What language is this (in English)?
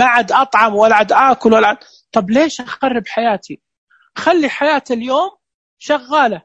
Najdi Arabic